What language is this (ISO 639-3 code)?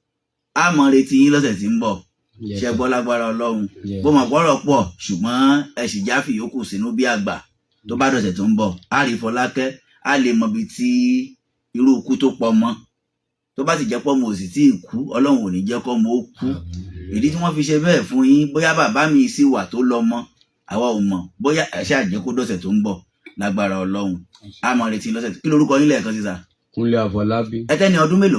yor